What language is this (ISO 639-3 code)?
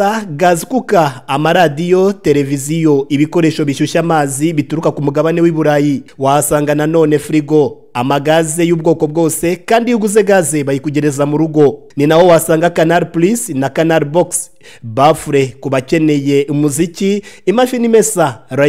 kin